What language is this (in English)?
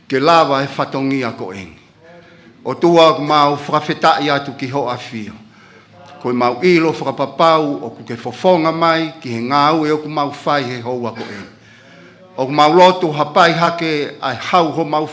Tongan